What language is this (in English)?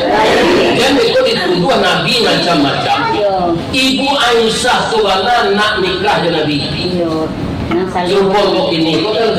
Minangkabau